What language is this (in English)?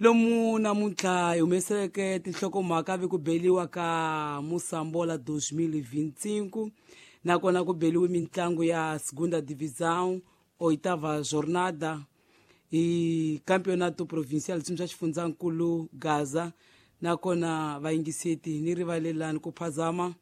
Tsonga